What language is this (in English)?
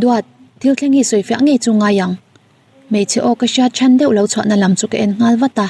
Mizo